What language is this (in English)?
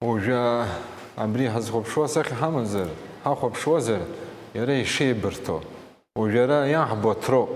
Abkhazian